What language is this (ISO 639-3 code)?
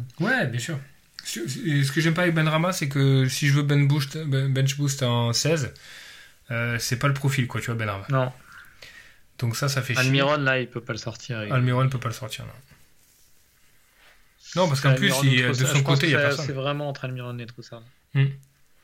fra